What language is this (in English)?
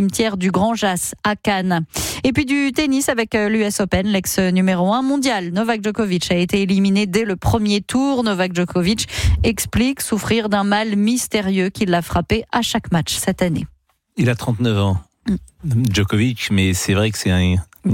French